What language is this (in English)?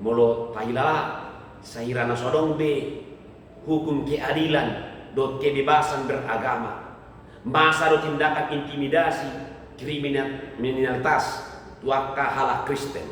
Batak Toba